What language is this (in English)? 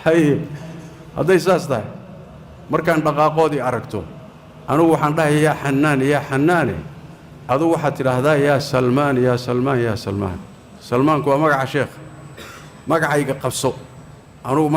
Somali